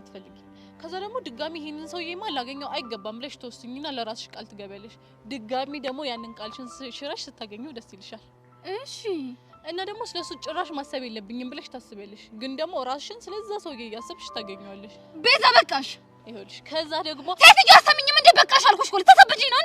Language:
Amharic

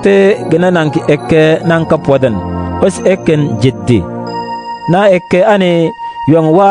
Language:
Mabaan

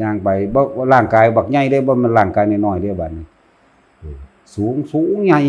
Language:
Northeastern Thai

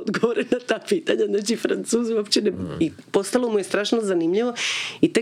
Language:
Croatian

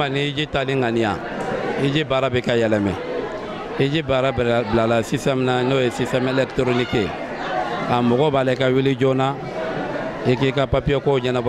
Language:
Bambara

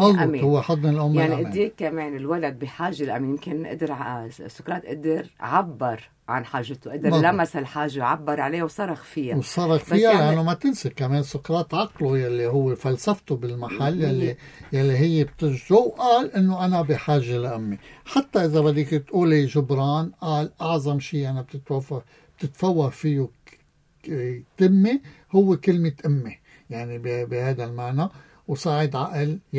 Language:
North Levantine Arabic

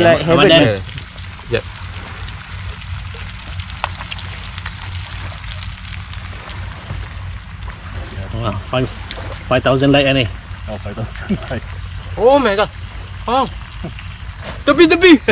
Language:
Malay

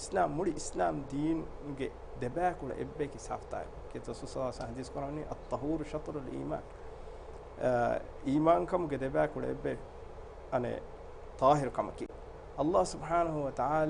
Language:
Divehi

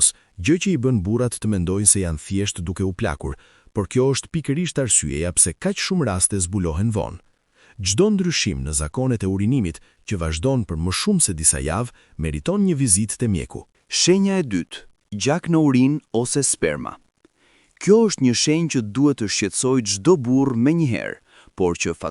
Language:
Albanian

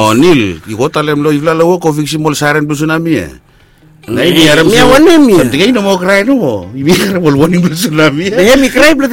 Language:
Bislama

